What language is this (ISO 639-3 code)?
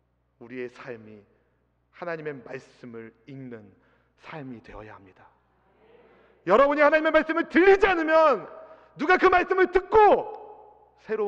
kor